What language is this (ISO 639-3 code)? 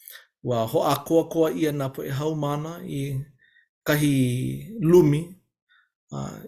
haw